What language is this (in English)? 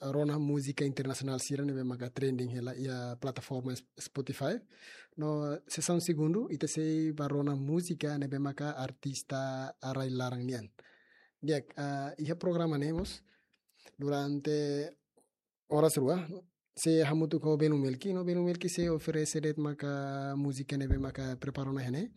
Tetum